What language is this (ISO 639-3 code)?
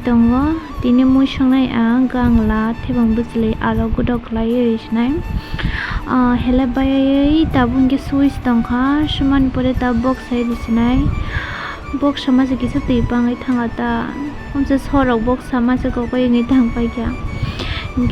trp